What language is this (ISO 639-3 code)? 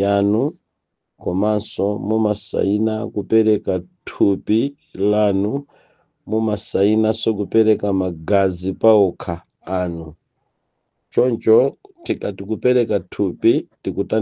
nya